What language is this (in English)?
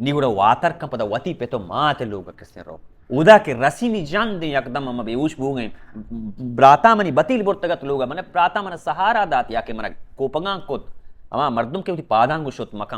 Baluchi